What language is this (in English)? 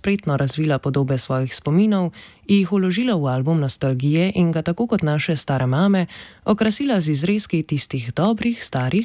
Slovenian